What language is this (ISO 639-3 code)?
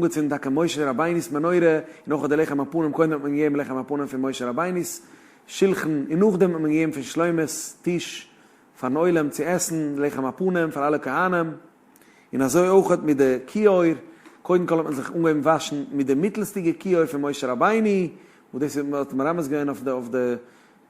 yid